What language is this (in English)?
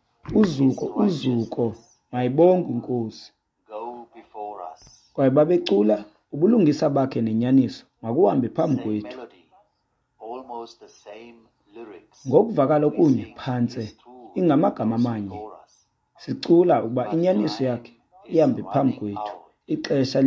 Xhosa